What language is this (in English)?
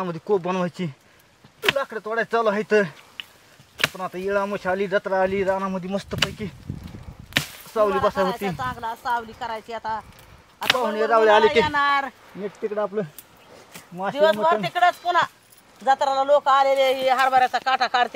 Marathi